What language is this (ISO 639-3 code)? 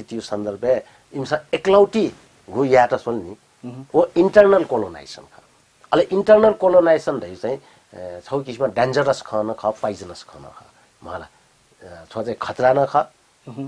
new